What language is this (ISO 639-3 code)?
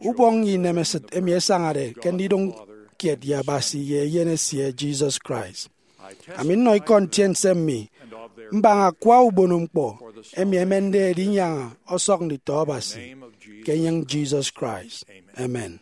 efi